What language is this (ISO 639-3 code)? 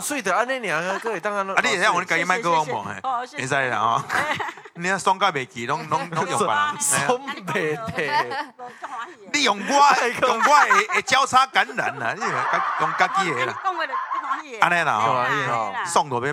nan